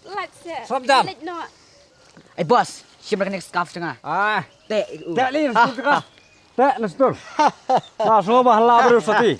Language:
Khasi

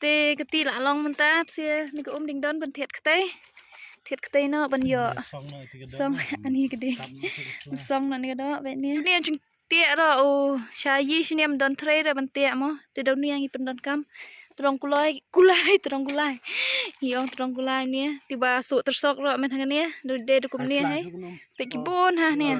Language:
Khasi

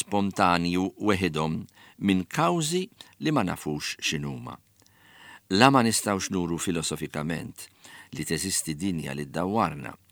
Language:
Maltese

